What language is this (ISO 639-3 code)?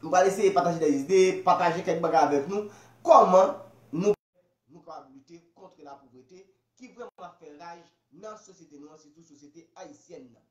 hat